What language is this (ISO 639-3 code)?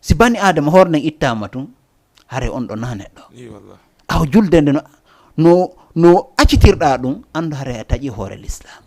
ful